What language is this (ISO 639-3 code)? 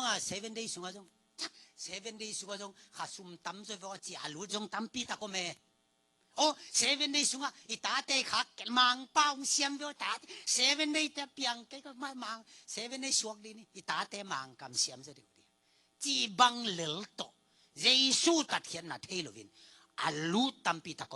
ctd